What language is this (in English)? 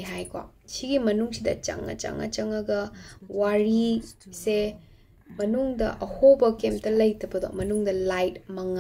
Manipuri